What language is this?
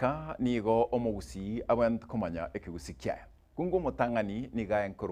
Gusii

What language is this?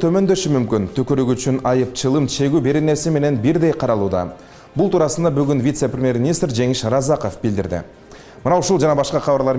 Kyrgyz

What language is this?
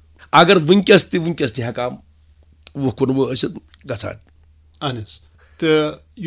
Kashmiri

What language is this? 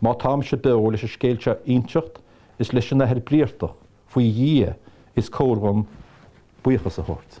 Irish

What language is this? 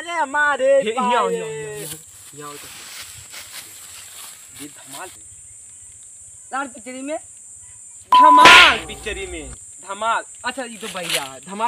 Bhojpuri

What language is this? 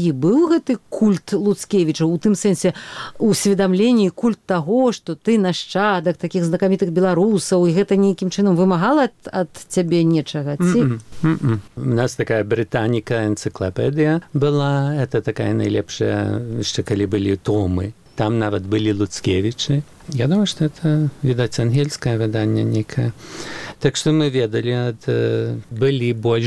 Belarusian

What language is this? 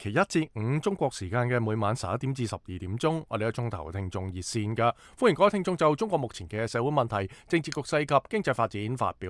Cantonese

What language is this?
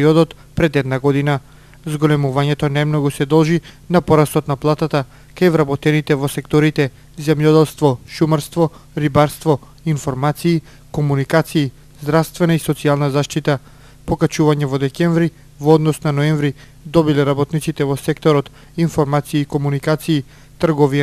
Macedonian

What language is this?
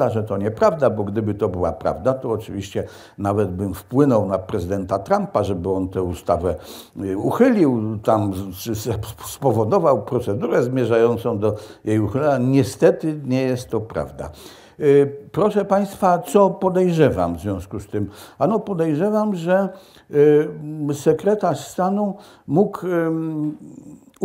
Polish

